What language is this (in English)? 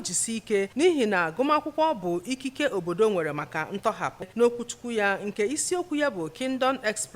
Igbo